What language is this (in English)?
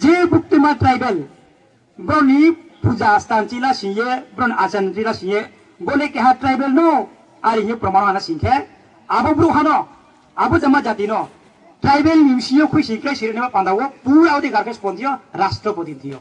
Riang (India)